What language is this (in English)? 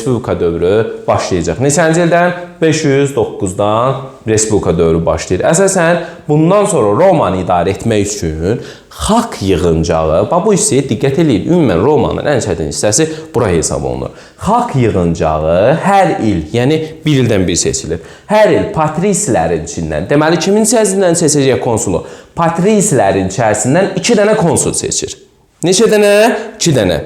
Azerbaijani